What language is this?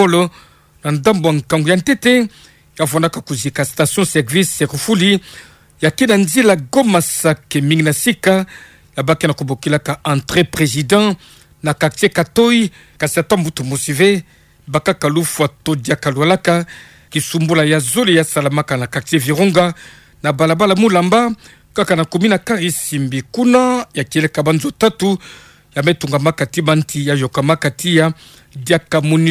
Kituba (Democratic Republic of Congo)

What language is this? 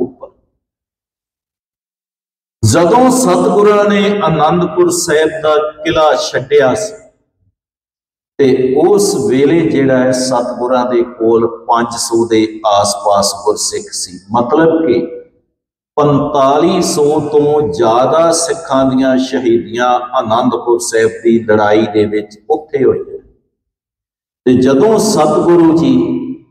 Punjabi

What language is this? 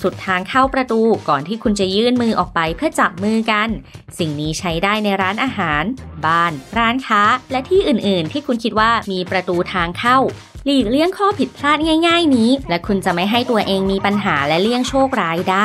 Thai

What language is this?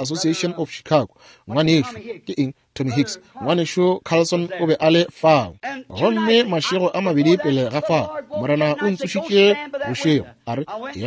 Northern Sotho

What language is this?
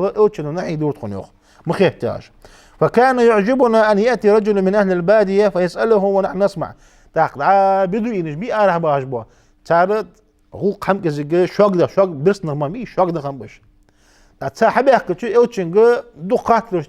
Ingush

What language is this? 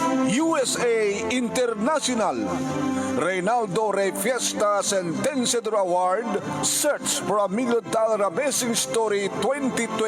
Iloko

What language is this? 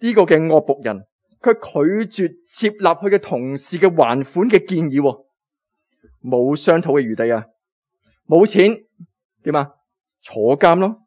Cantonese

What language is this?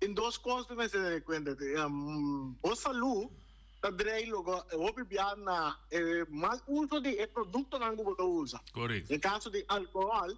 Papiamento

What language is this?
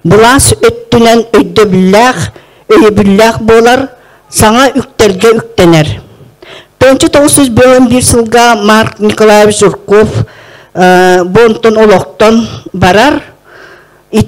Yakut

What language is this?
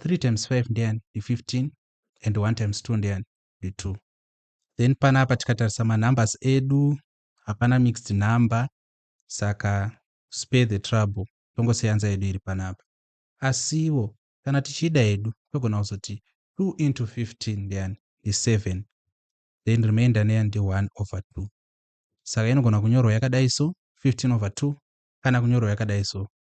Shona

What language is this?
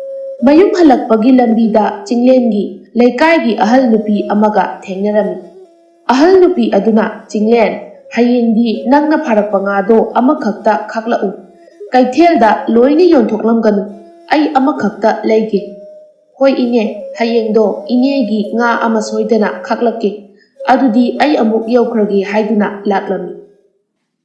Manipuri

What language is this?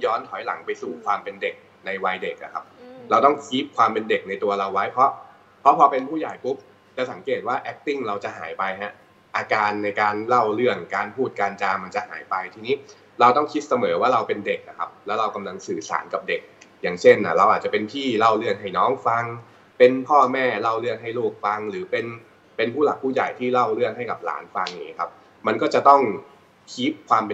Thai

